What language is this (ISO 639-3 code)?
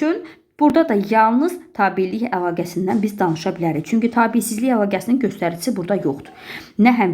aze